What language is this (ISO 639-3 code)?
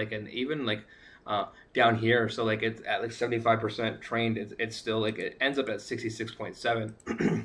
eng